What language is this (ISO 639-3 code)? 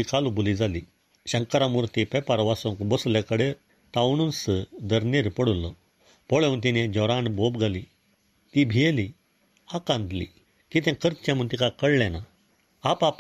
kok